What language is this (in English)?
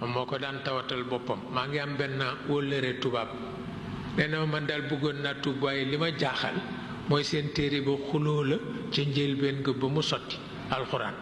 Wolof